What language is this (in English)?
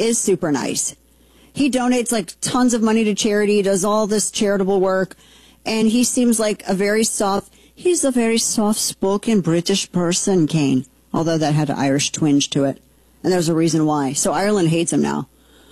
English